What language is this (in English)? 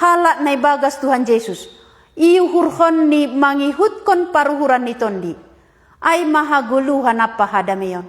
Batak Simalungun